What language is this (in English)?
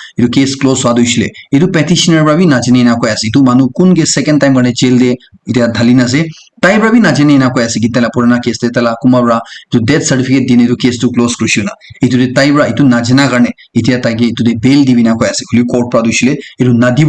Naga Pidgin